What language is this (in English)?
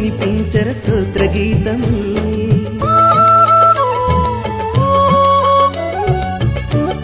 Telugu